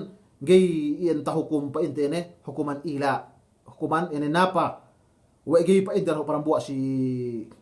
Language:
Yakan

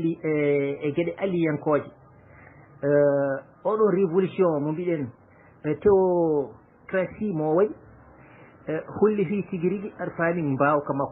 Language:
Fula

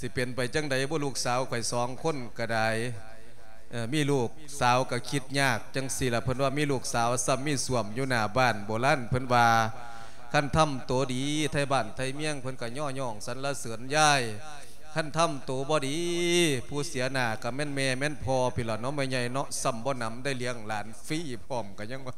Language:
Lao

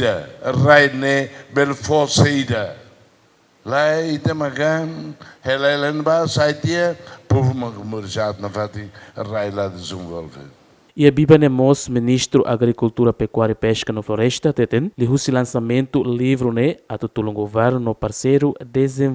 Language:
Tetum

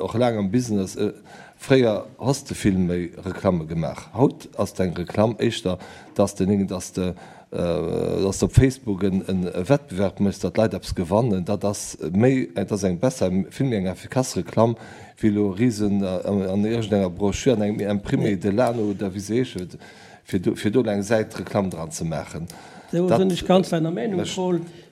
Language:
Luxembourgish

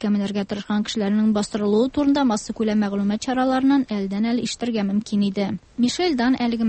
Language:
Tatar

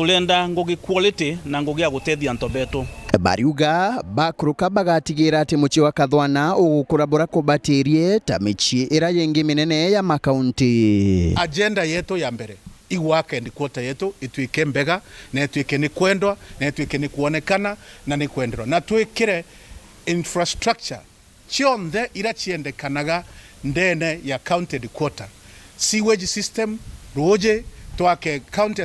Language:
Meru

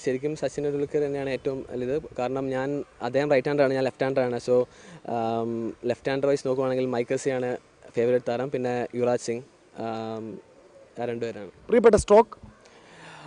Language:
Malayalam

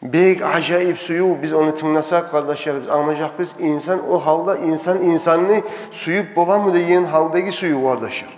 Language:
Kumyk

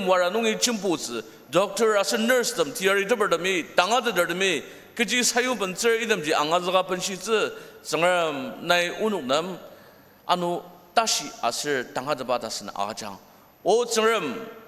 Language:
Ao Naga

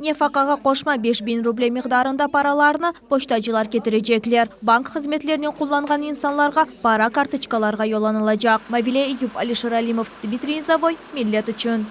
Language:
Crimean Tatar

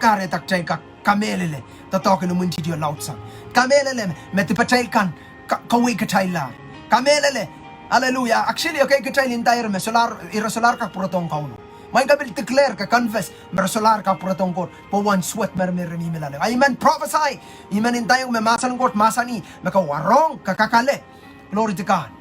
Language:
Pohnpeian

